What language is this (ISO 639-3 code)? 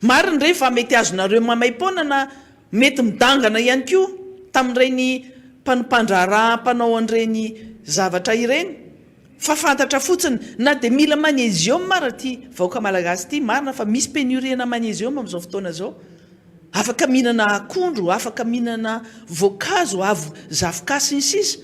mlg